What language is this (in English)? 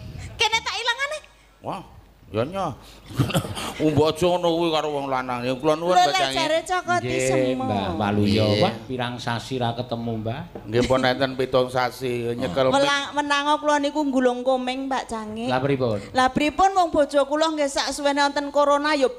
Javanese